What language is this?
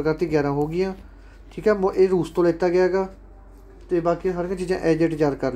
Punjabi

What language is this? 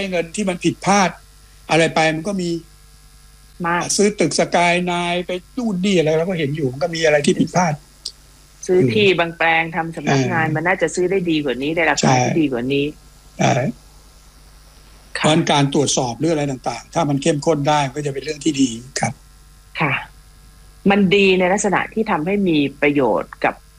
Thai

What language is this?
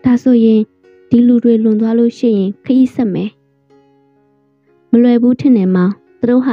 Burmese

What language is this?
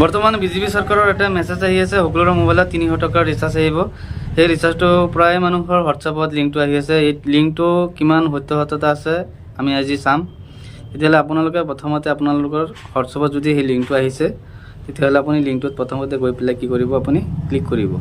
Assamese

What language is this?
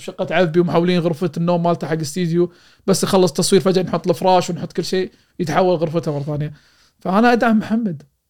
Gulf Arabic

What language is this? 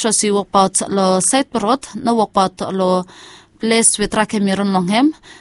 Bislama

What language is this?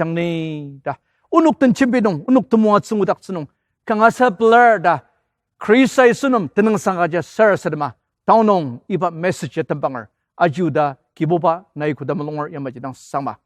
Ao Naga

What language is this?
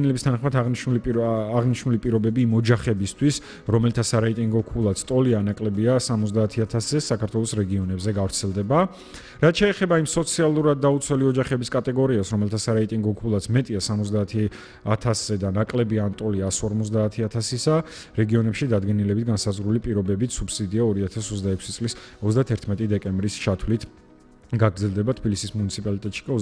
Georgian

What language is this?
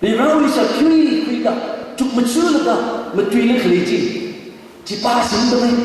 Tangkhul Naga (India)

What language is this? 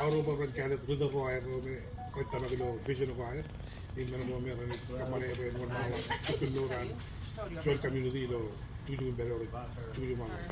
Marshallese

